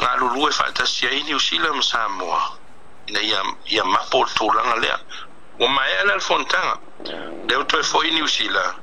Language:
Samoan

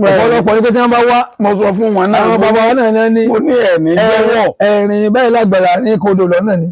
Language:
Yoruba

